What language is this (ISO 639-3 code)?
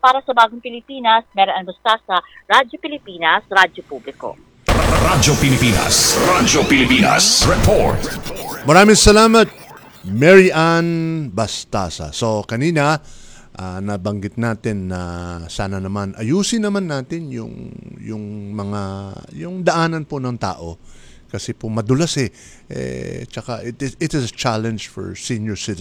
fil